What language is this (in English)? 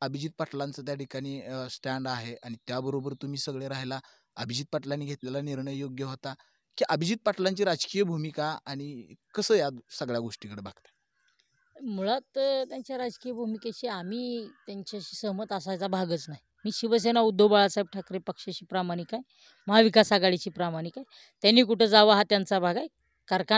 Marathi